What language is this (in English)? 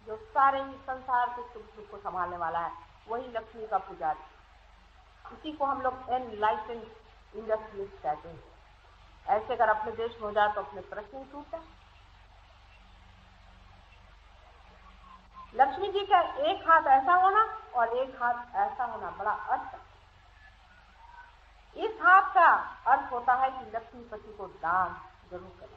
Hindi